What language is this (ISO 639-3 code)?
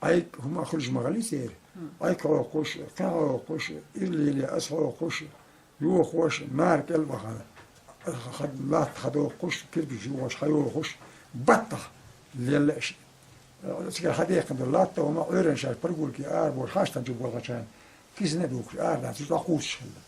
che